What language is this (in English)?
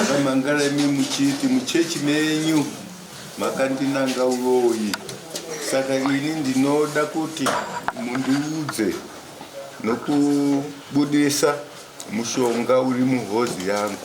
Shona